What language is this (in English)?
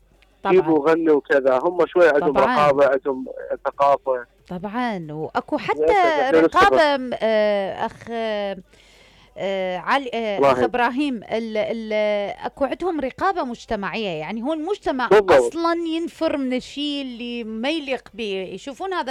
Mesopotamian Arabic